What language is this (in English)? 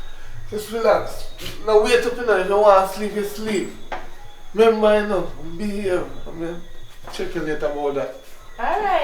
Jamaican Creole English